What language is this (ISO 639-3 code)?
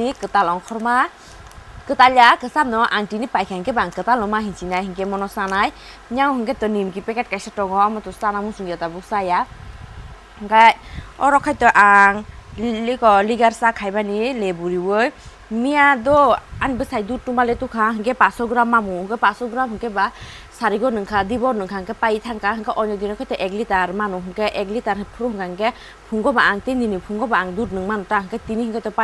trp